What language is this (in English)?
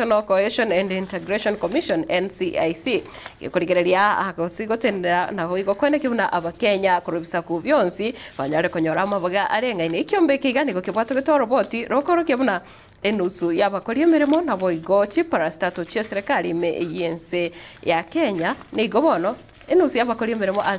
Gusii